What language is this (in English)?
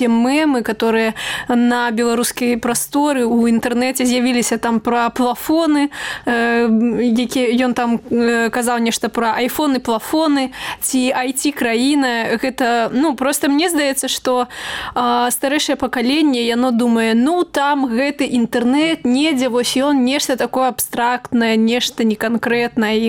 Belarusian